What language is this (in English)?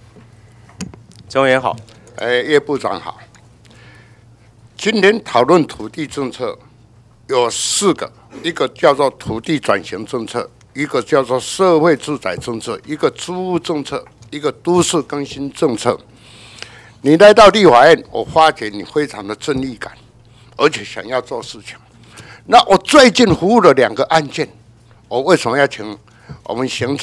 Chinese